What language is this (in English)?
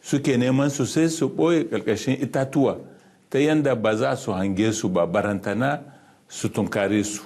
Hausa